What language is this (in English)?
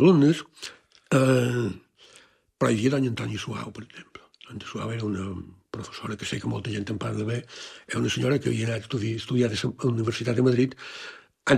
Catalan